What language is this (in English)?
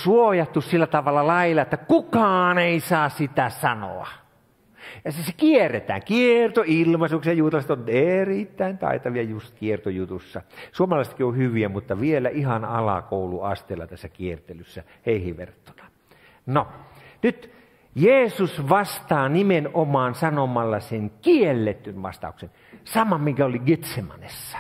Finnish